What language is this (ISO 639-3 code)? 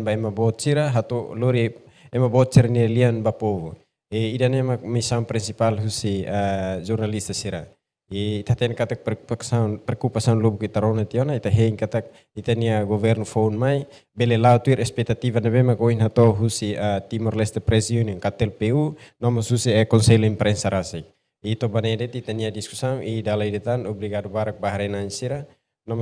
tet